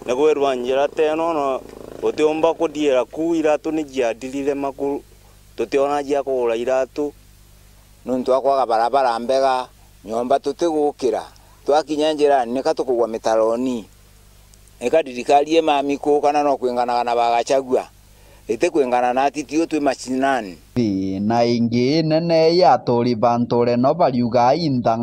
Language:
Meru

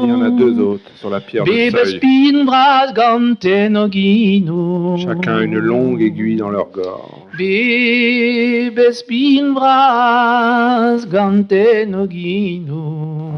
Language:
Breton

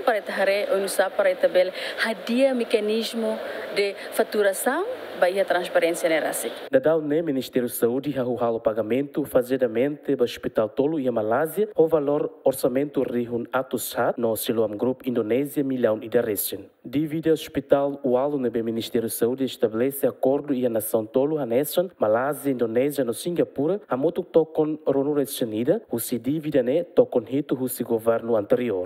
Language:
Tetum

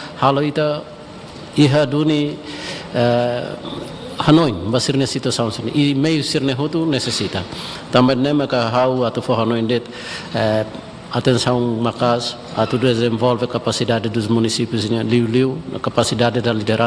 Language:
Tetum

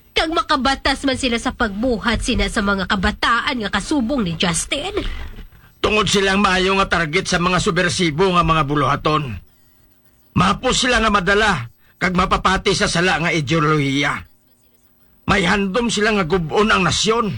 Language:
Hiligaynon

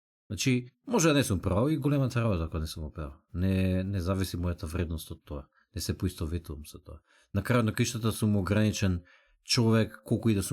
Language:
Macedonian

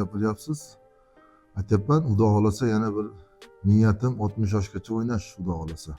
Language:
Uzbek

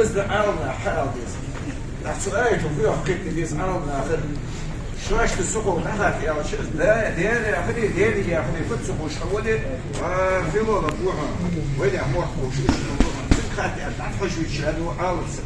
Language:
Ingush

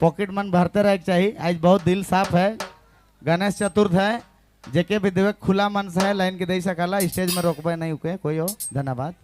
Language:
Sadri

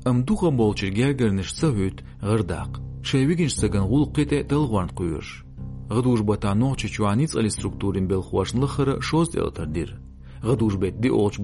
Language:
Chechen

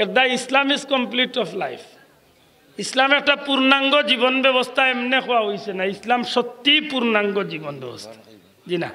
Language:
Sylheti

